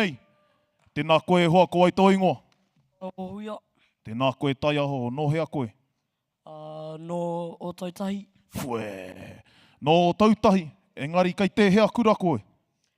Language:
Māori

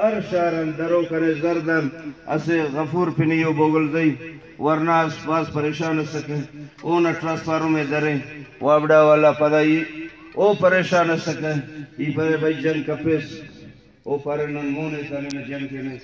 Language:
Brahui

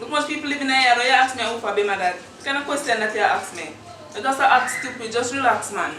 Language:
Jamaican Creole English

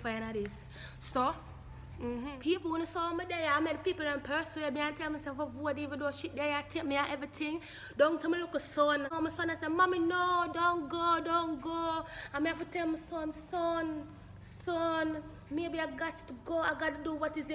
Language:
Jamaican Creole English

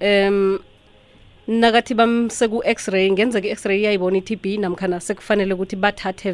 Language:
South Ndebele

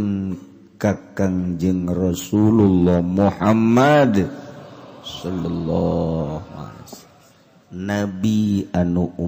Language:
Sundanese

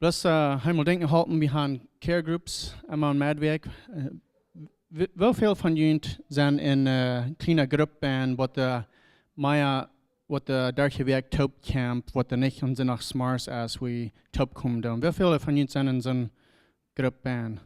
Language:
Plautdietsch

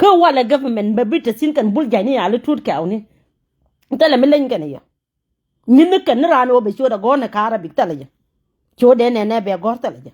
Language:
Nuer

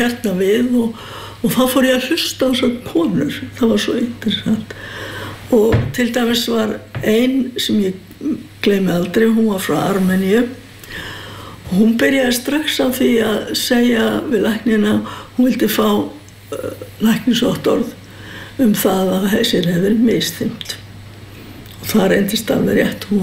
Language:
Icelandic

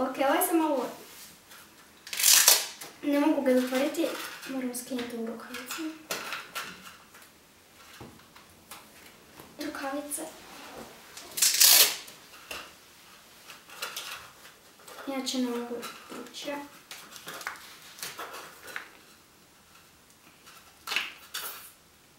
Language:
Croatian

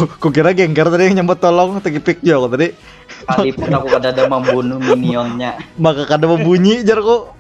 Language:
Banjar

